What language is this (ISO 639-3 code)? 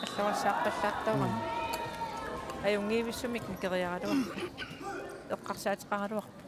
kal